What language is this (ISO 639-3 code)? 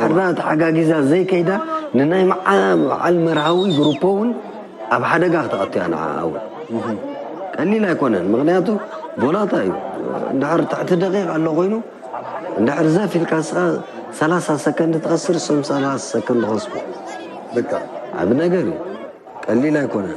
tir